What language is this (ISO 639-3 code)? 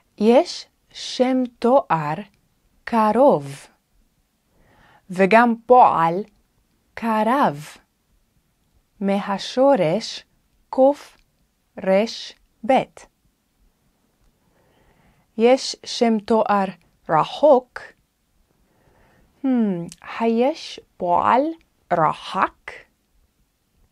heb